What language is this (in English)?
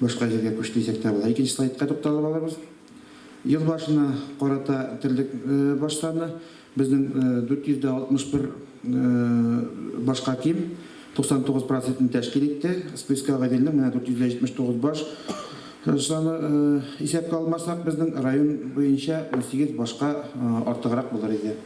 Tatar